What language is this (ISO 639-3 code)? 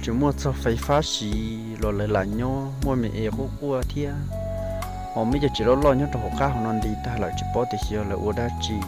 hmn